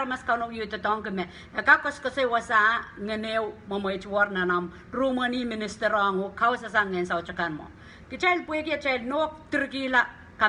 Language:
Pohnpeian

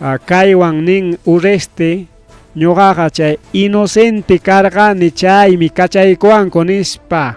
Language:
Ayacucho Quechua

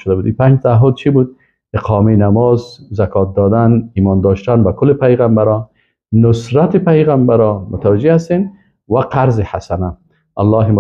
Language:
Persian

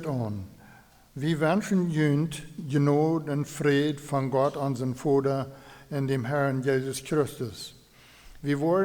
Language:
Plautdietsch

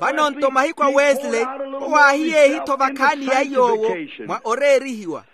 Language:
Makhuwa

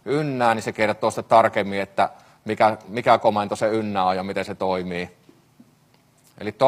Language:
Finnish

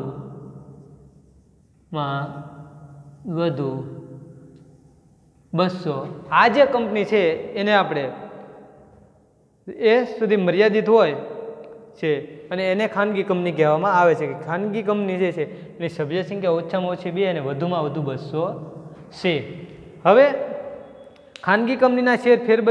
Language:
Gujarati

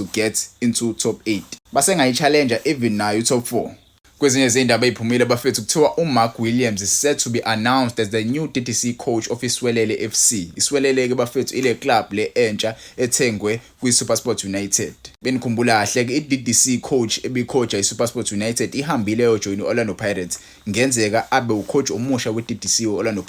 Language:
Zulu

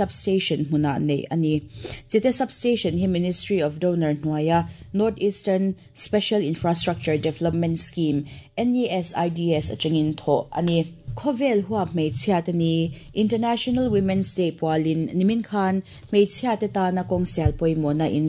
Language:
Mizo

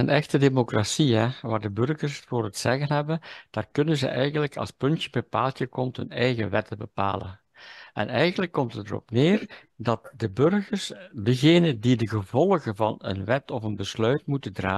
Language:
Dutch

